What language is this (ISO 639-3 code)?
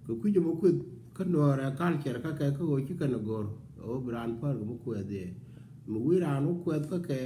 nus